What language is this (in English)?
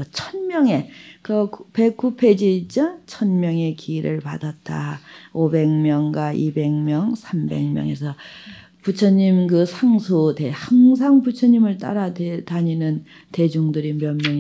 Korean